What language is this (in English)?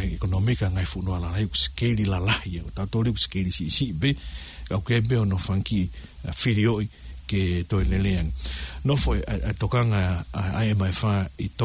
Tongan